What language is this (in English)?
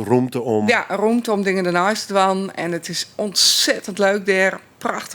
Western Frisian